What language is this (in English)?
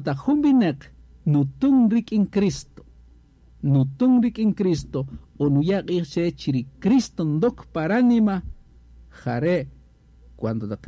Kaqchikel